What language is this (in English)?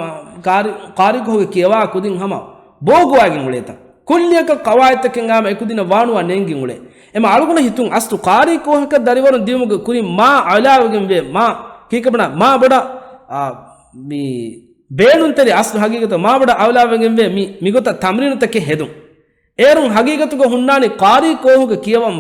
Divehi